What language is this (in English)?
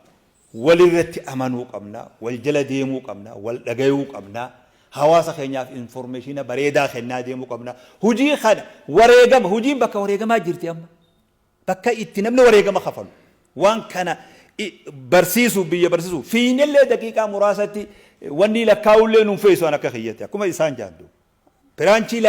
Oromo